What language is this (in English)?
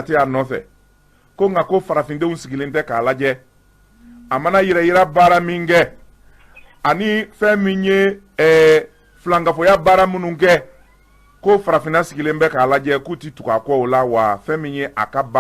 Bambara